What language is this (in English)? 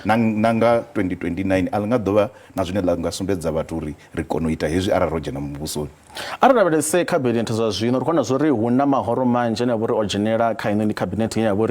Venda